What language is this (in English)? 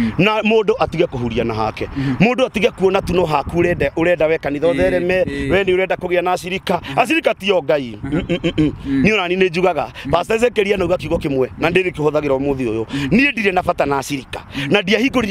Kikuyu